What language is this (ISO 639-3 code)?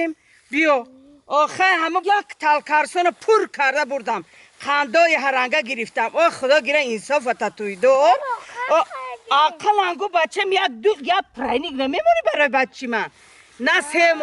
tgk